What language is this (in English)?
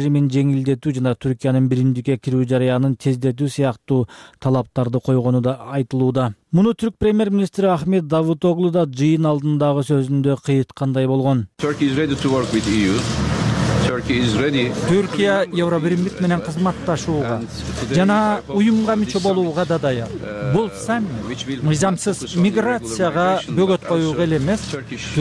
Kyrgyz